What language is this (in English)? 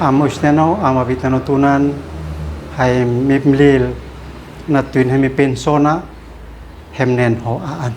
Uab Meto